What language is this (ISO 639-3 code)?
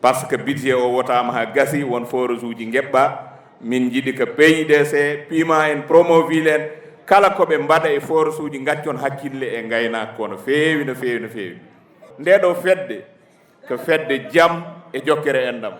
ful